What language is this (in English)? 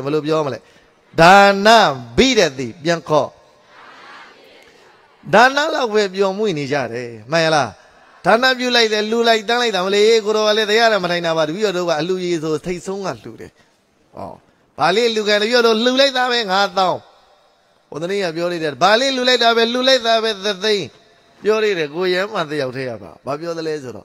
Burmese